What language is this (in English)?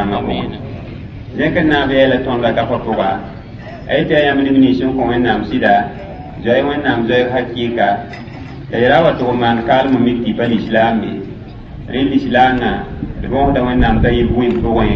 Mossi